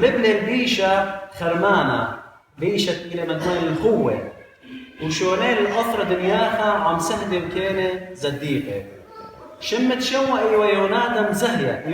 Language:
Assyrian Neo-Aramaic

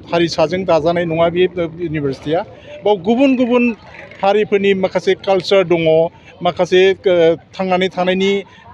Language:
Bodo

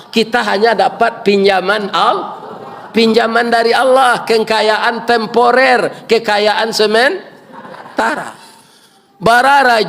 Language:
Minangkabau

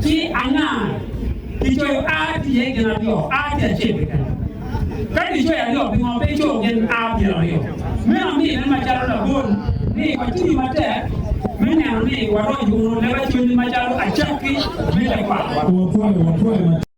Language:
Acoli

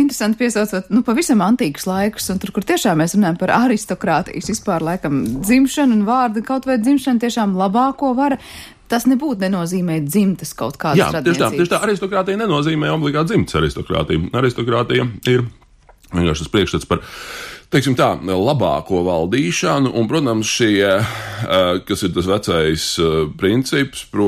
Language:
Latvian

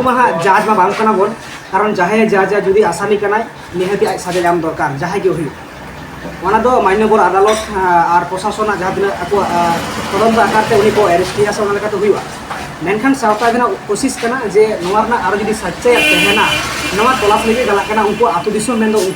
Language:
Santali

